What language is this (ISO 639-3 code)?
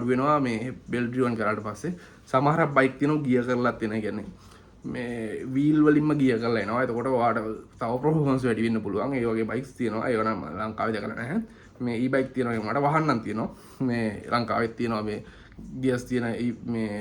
sin